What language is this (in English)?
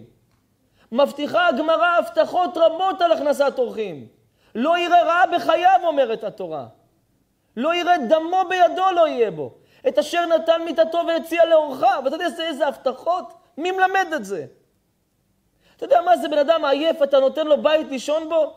Hebrew